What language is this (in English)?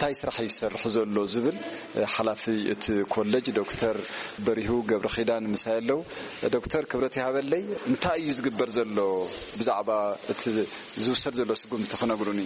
Tigrinya